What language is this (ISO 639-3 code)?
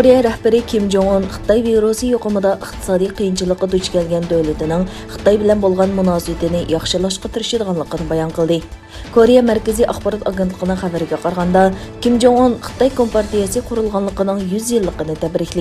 uig